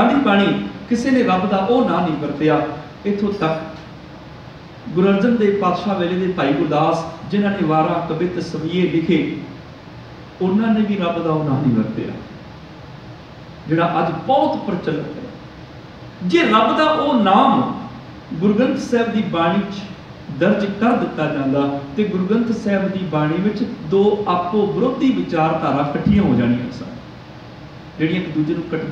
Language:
Punjabi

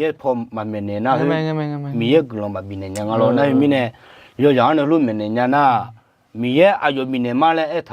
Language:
Akha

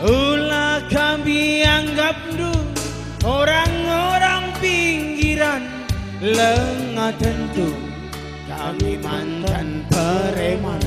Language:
Batak Karo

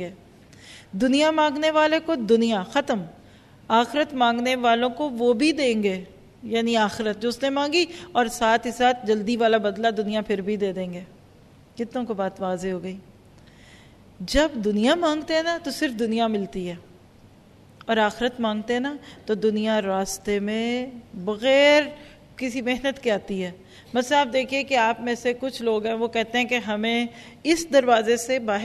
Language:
Urdu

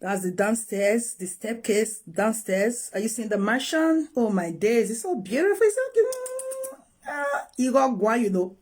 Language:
Nigerian Pidgin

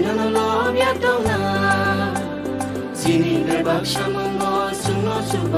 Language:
Kok Borok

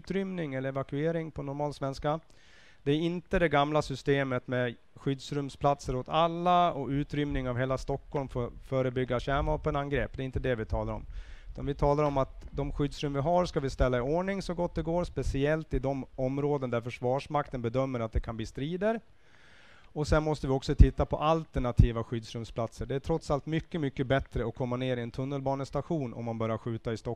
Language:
Swedish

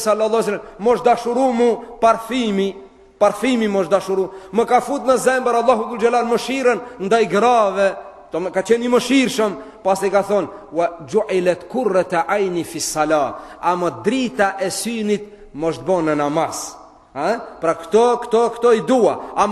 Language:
Albanian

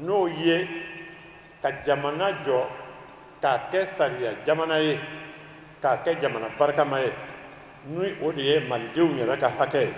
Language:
Bambara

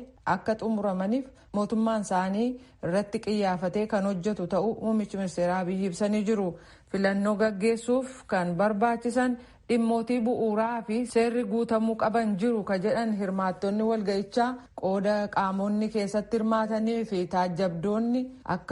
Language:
Oromo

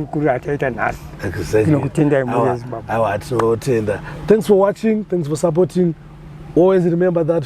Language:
Shona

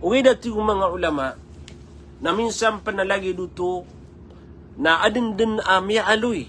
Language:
Maranao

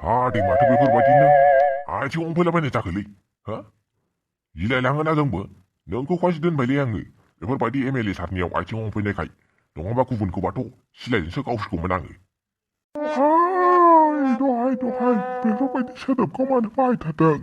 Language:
Bodo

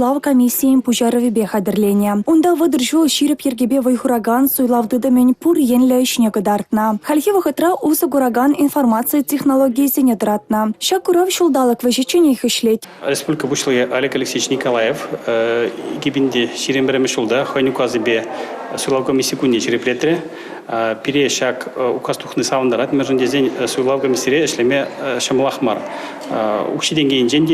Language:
Chuvash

